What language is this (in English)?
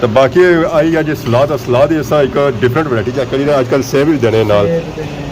Pahari-Potwari